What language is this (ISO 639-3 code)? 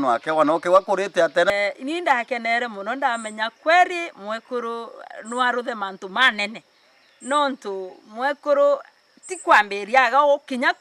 mer